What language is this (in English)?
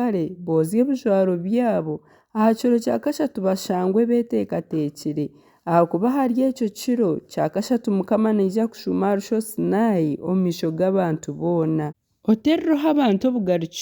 Nyankole